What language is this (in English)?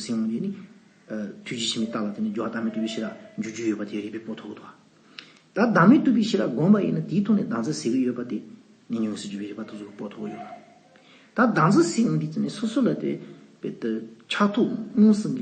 Tibetan